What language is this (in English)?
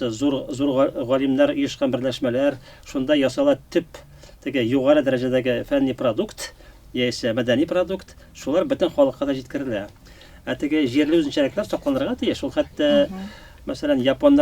Tatar